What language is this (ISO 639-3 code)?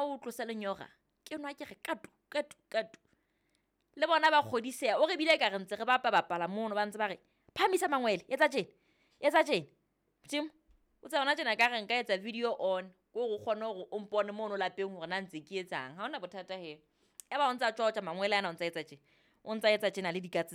sot